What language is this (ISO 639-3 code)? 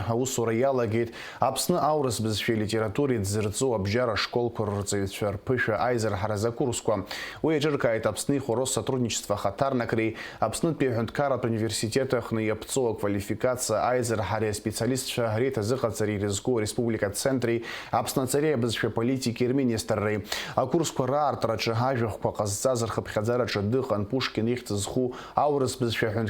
abk